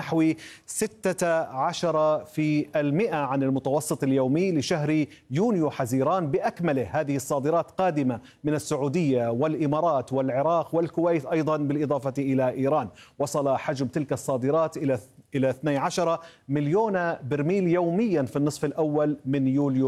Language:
Arabic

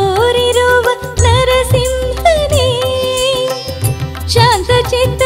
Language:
Kannada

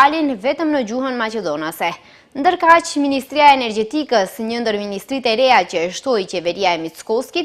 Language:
Albanian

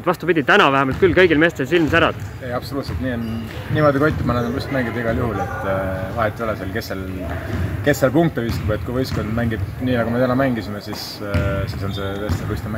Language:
Estonian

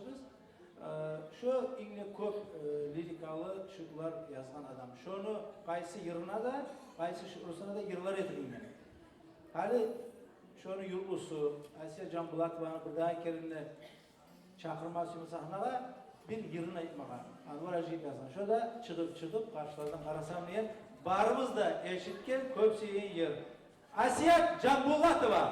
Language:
Kumyk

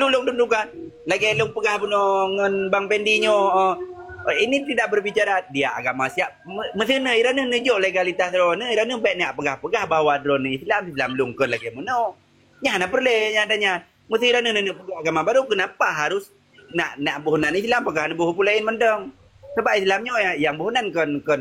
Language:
Achinese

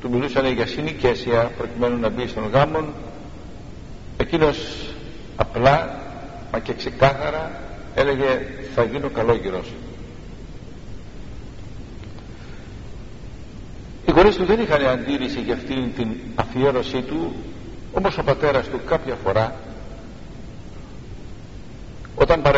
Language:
Greek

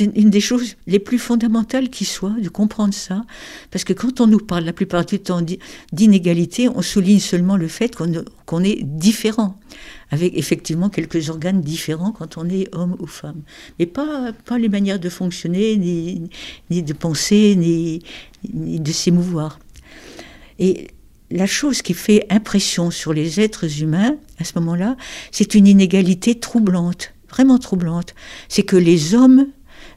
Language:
French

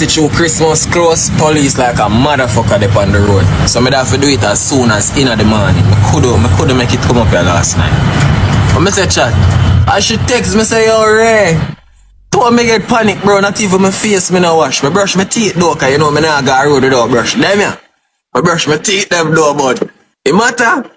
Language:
Jamaican Creole English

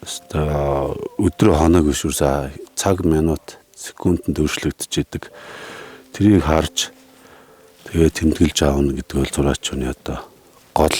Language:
Mongolian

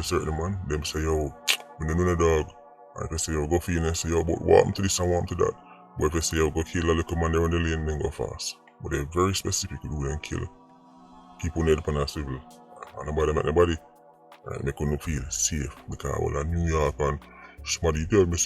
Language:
Jamaican Creole English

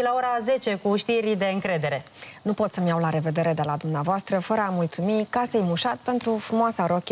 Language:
Romanian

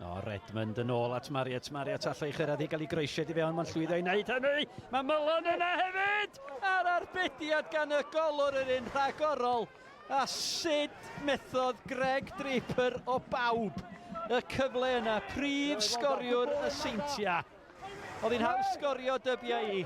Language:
Welsh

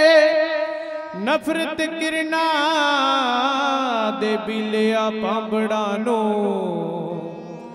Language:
Punjabi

